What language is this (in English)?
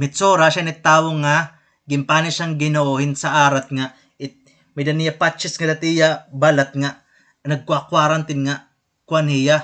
Waray